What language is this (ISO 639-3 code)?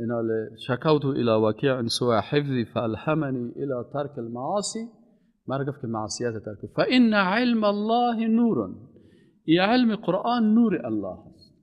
fas